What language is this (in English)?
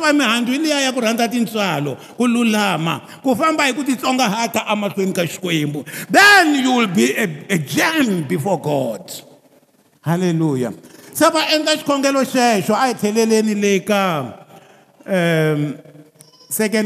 Tsonga